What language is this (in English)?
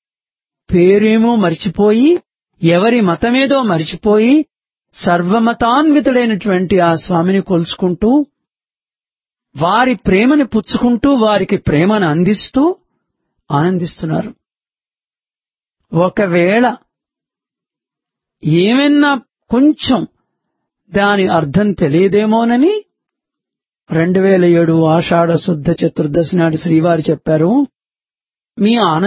Telugu